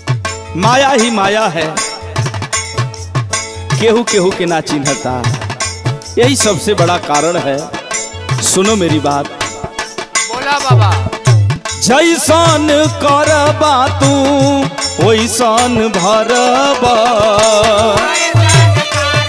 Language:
Bhojpuri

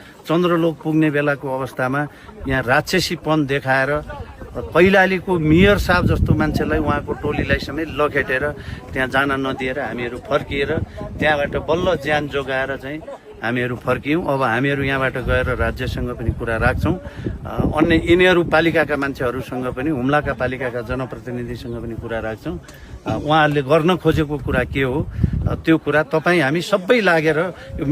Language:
Nepali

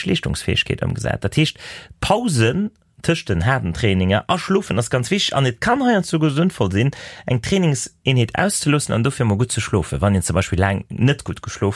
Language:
Luxembourgish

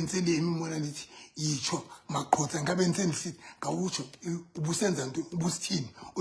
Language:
Southern Sotho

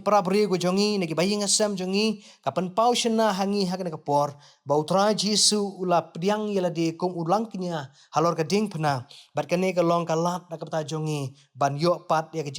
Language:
Khasi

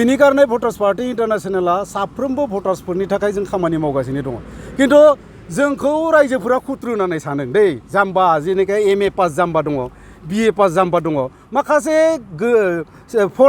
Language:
Bodo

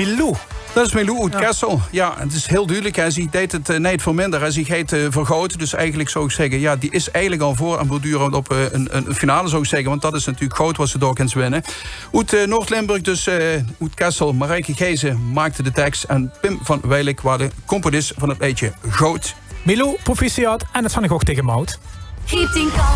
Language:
Limburgish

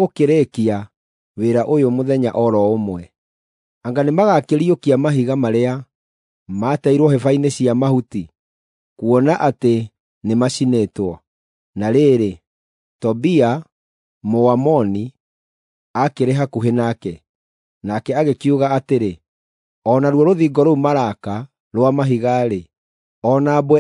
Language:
Kikuyu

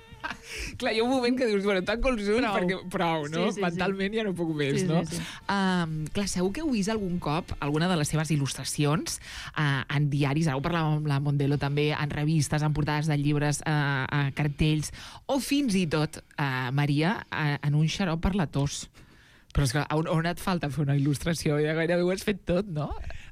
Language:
Catalan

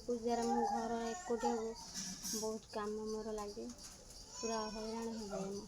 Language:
Odia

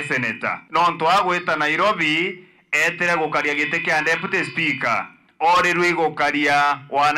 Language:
Meru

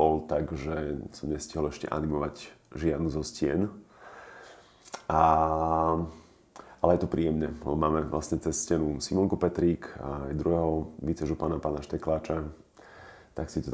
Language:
Slovak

